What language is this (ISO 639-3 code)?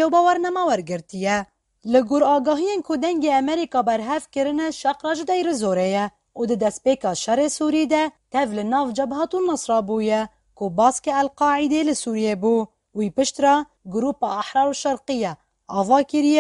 kur